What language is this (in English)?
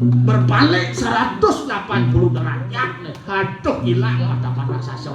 Balinese